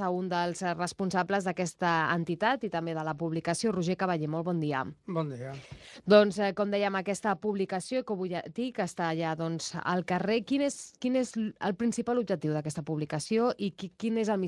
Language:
Catalan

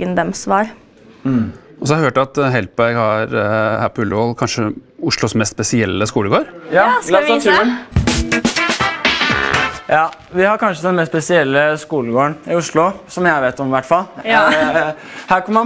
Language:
Norwegian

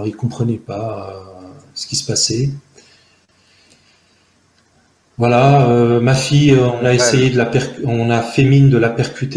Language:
French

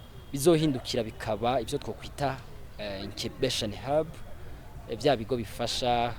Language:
Rundi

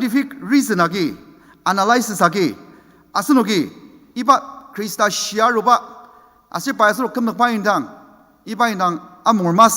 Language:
Ao Naga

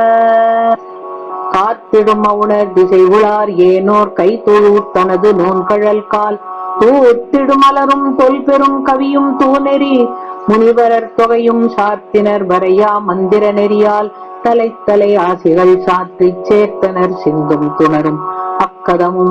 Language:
Tamil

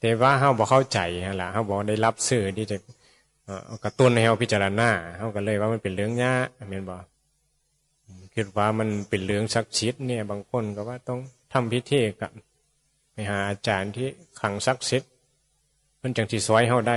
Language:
Northeastern Thai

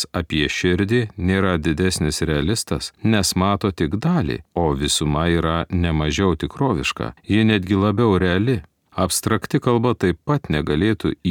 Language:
Lithuanian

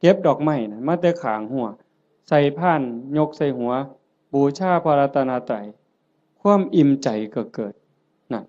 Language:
Northeastern Thai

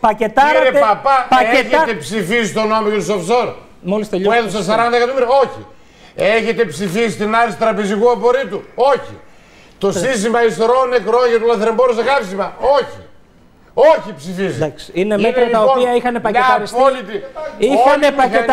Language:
Greek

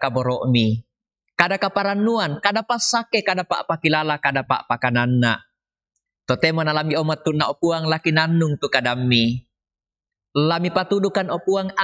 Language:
Toraja-Sa'dan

